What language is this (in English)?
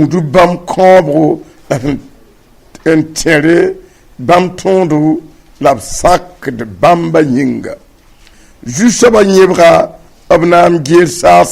Mossi